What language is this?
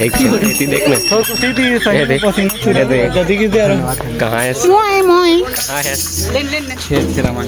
Chhattisgarhi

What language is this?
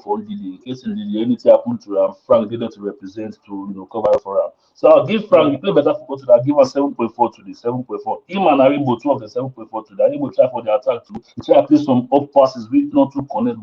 Nigerian Pidgin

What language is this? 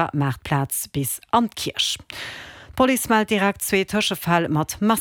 Luxembourgish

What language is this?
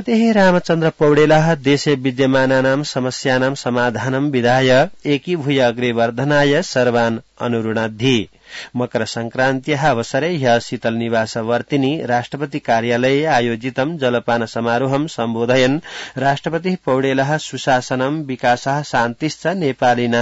Sanskrit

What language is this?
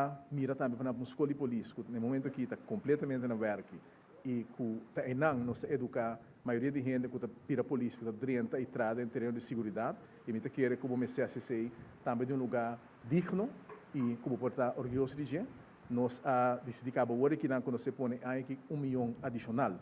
Papiamento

